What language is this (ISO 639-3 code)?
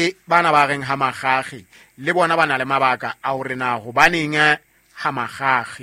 sot